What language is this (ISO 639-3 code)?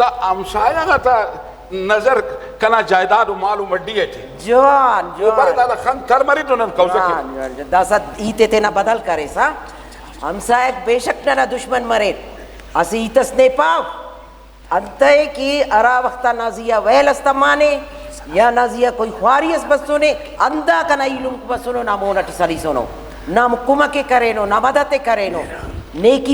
brh